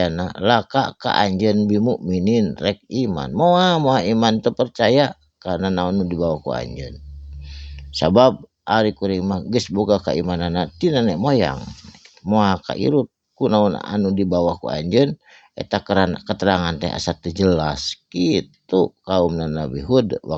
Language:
Sundanese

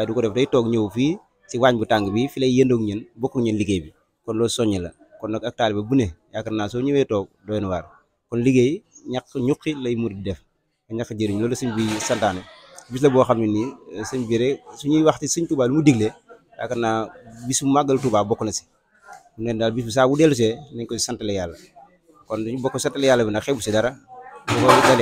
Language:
Wolof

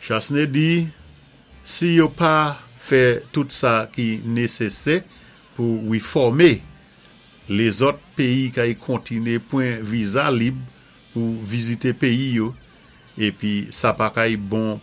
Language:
Saint Lucian Creole French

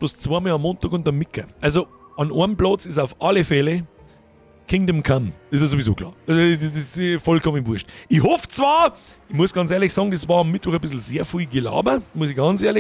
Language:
Bavarian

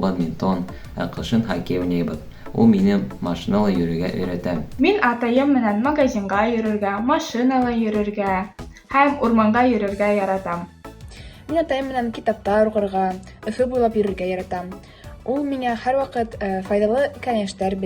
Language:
Bashkir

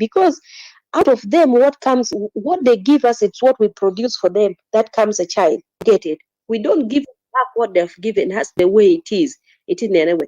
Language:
Acoli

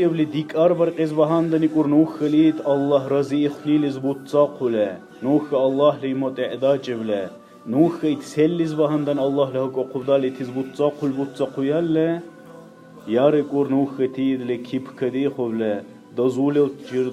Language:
Dargwa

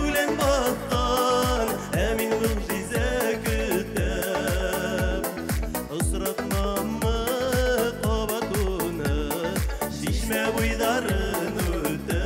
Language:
Bashkir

